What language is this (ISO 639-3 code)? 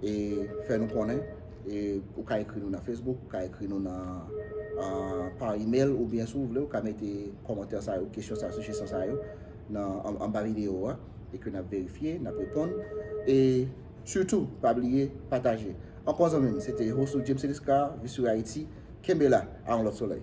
hat